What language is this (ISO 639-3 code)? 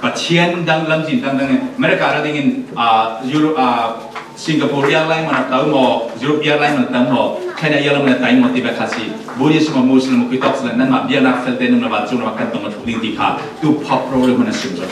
cfm